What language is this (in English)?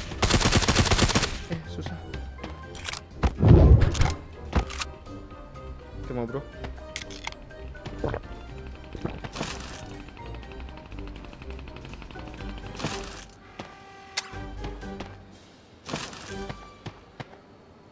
Indonesian